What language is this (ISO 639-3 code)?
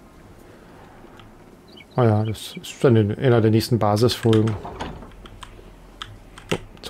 deu